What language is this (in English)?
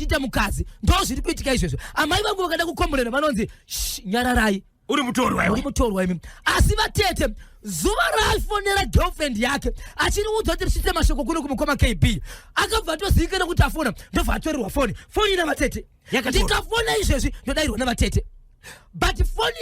Shona